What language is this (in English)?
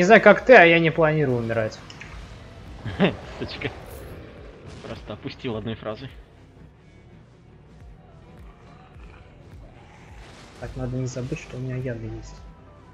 Russian